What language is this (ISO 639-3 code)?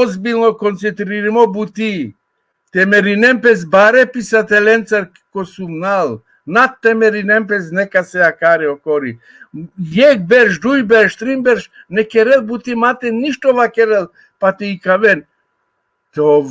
rmn